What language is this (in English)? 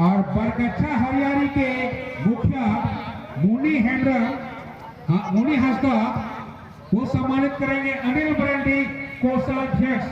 Santali